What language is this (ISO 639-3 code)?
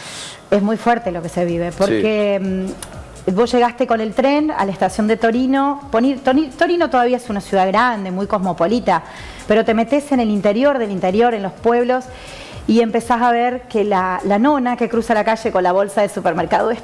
spa